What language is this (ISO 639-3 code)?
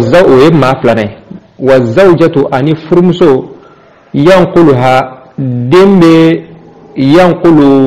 bam